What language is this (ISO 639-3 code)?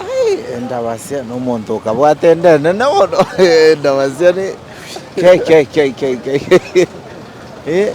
guz